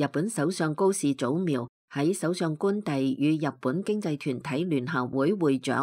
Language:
Cantonese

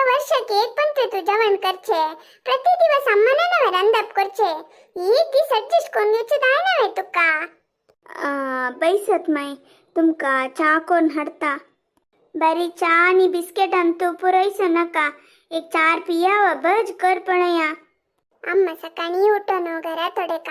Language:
Konkani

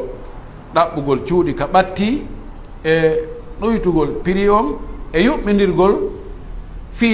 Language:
Fula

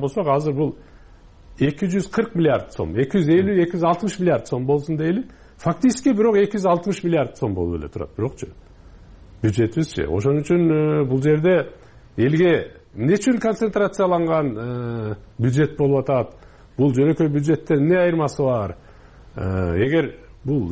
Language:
Kyrgyz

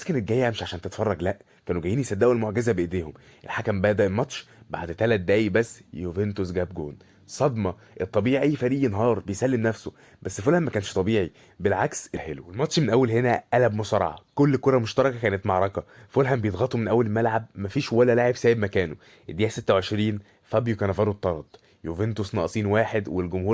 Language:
Egyptian Arabic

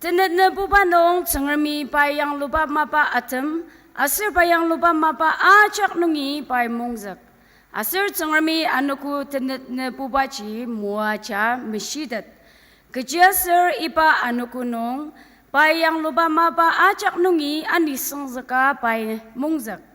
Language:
Ao Naga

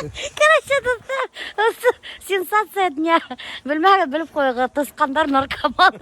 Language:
Bashkir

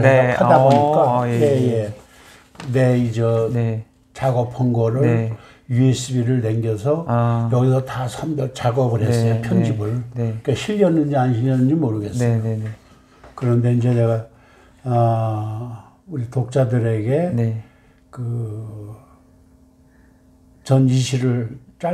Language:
Korean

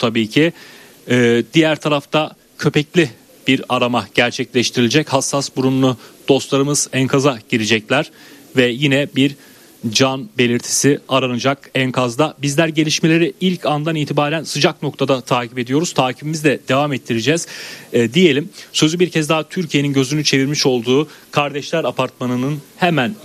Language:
Turkish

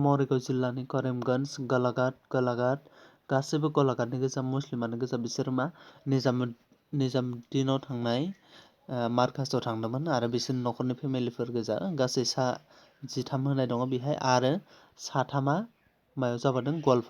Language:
Bodo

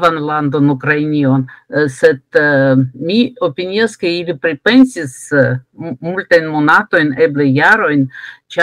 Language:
Esperanto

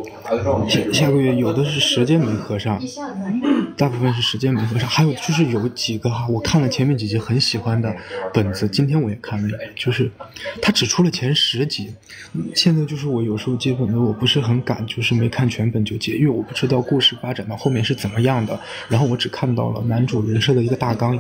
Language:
Chinese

